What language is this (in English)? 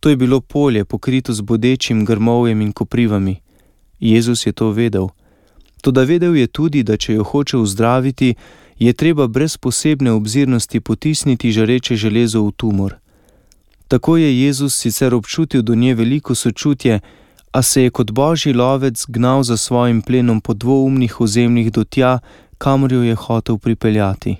Slovenian